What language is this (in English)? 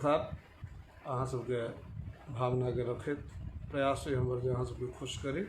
Maithili